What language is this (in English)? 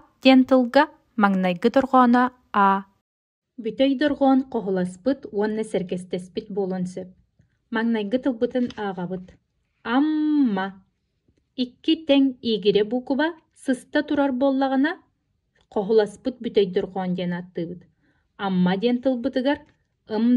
Yakut